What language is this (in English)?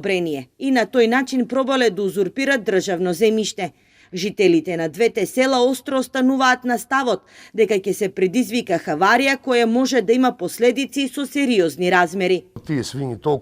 Macedonian